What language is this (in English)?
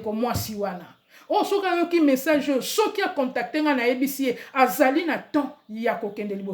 Lingala